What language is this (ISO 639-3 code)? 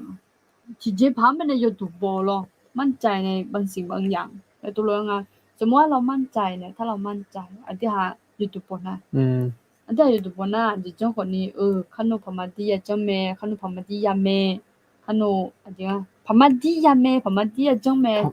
ahk